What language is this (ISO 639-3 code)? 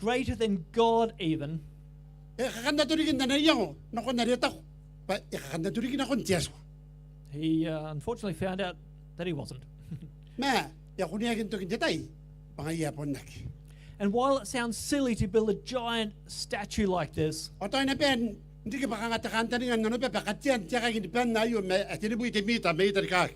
gil